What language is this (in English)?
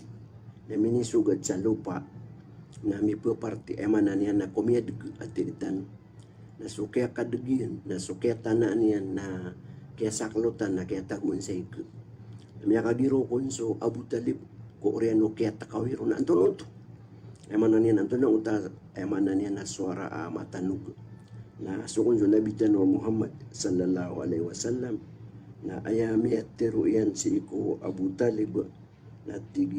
Maranao